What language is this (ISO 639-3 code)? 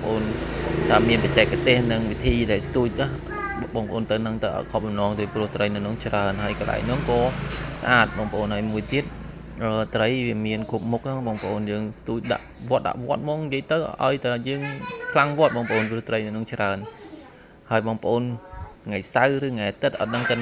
khm